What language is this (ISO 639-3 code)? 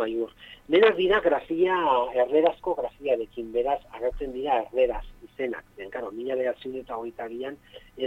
eus